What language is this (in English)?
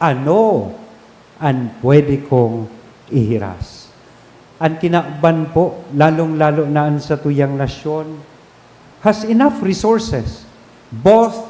Bikol